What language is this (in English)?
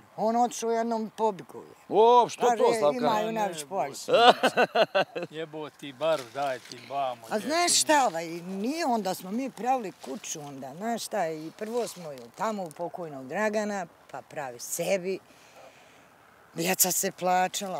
Bosnian